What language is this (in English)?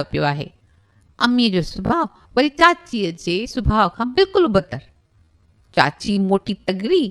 Sindhi